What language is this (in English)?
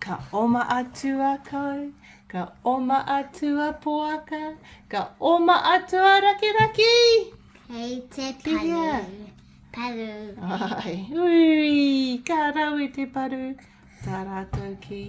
Māori